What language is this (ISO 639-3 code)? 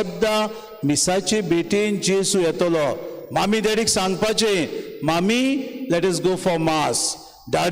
kok